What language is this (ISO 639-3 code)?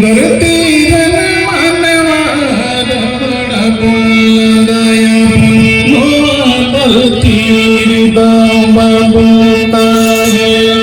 sat